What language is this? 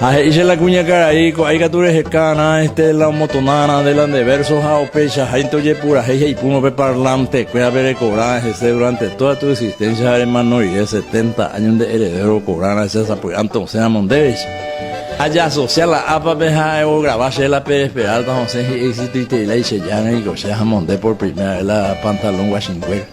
Guarani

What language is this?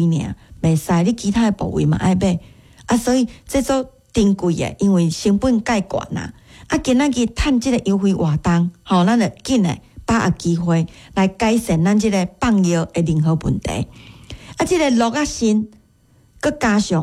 Min Nan Chinese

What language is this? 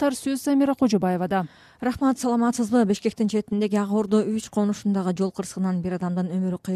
Kyrgyz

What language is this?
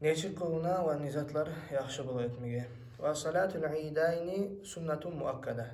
Kumyk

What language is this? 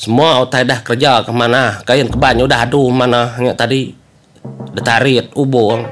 Iban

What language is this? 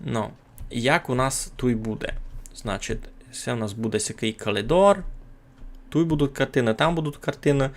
Rusyn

